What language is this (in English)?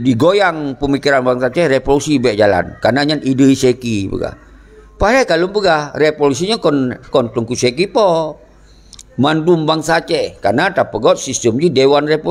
Achinese